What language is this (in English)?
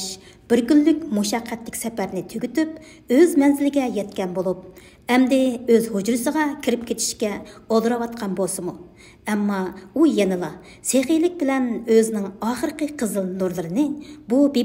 Uyghur